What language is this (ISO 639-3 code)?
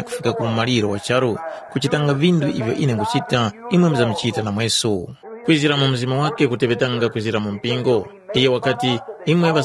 tum